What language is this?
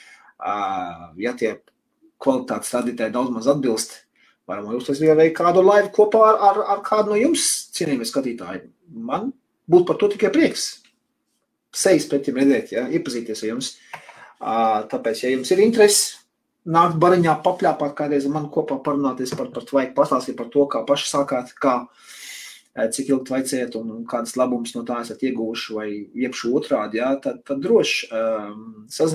Latvian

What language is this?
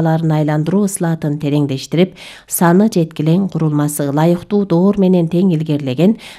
Kyrgyz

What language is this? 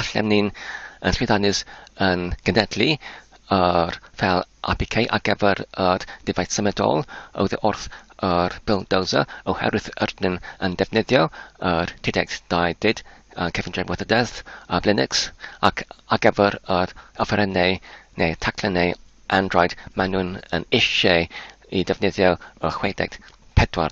Welsh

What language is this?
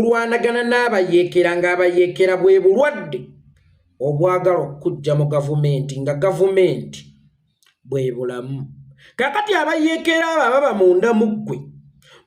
Ganda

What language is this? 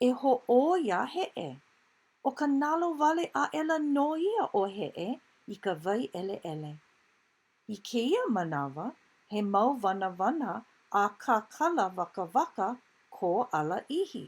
Hawaiian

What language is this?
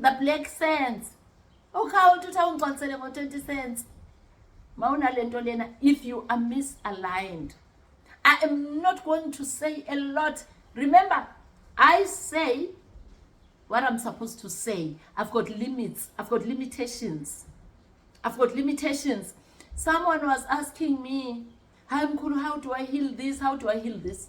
Zulu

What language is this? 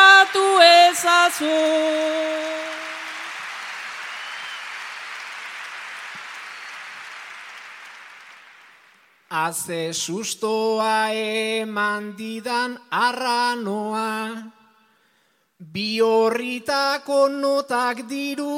Basque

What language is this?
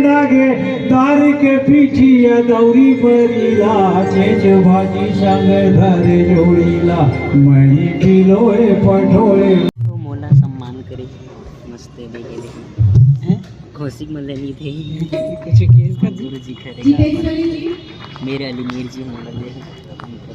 Chhattisgarhi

